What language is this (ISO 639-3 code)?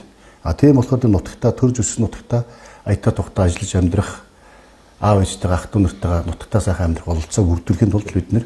mon